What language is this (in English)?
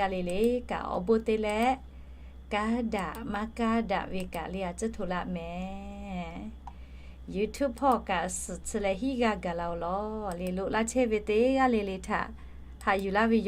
Lahu